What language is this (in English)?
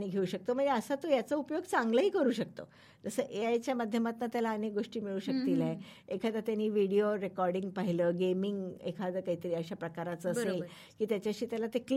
Marathi